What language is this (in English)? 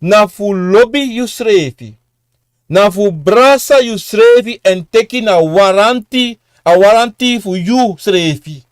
Sranan Tongo